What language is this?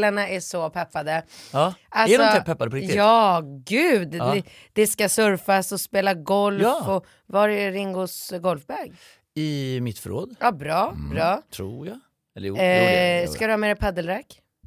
Swedish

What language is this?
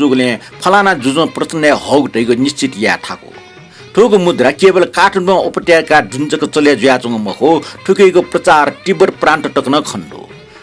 Newari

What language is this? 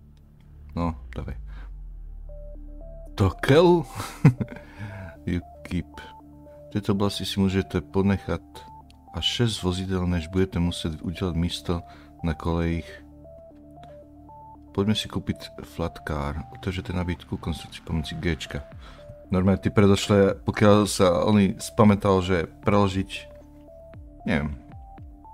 Slovak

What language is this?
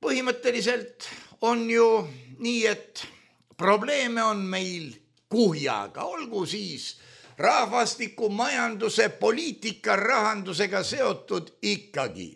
Estonian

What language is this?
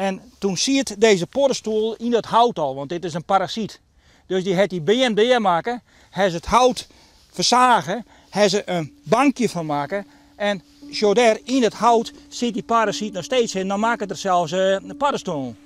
Western Frisian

